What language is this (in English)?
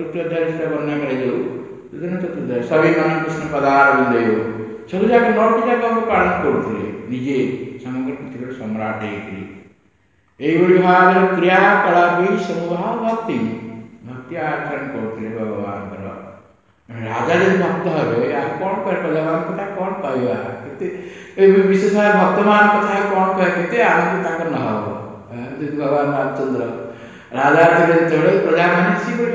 Odia